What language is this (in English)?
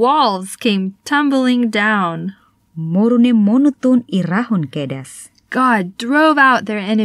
Tetum